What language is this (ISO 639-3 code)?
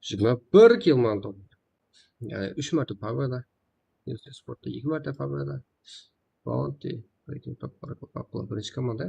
kaa